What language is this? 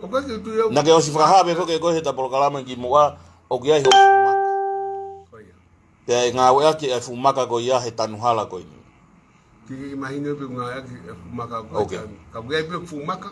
Tongan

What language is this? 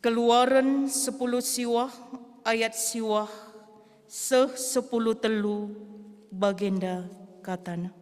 Batak Karo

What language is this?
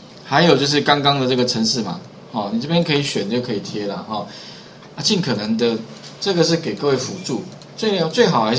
Chinese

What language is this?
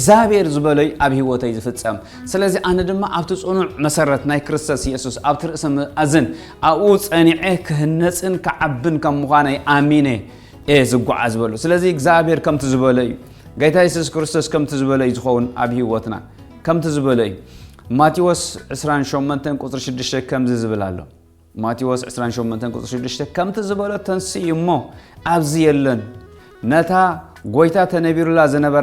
Tigrinya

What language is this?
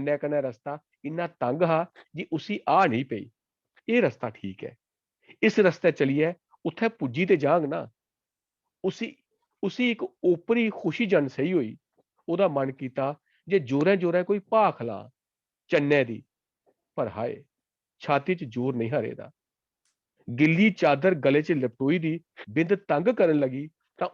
Dogri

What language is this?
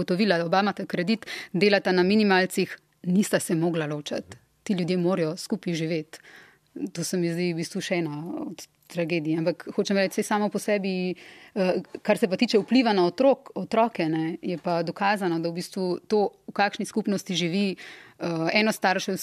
Slovenian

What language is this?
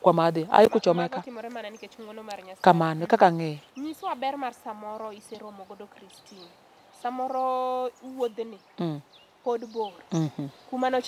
Luo (Kenya and Tanzania)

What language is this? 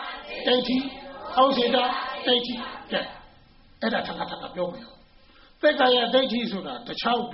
Burmese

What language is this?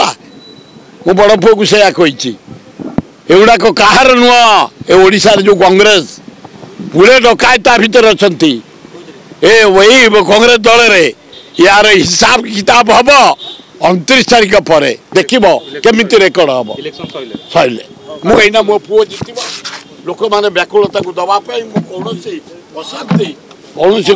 Odia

